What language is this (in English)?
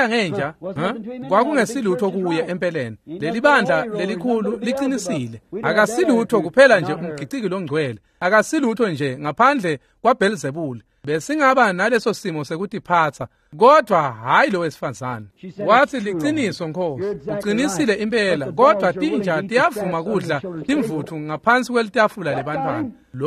Swati